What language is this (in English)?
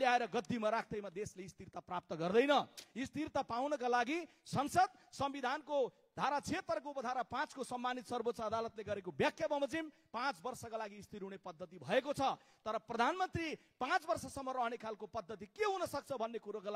Nepali